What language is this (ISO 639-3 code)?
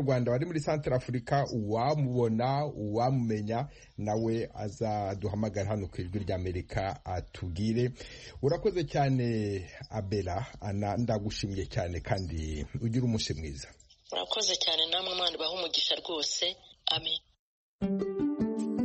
kin